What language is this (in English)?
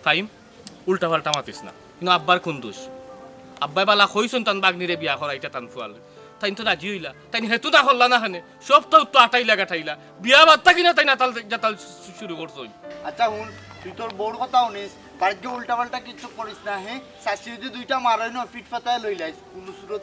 Sylheti